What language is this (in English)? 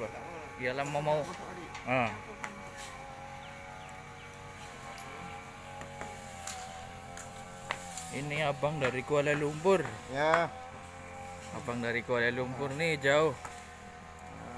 Malay